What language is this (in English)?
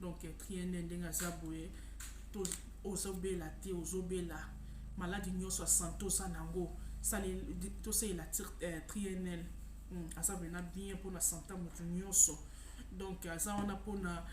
Lingala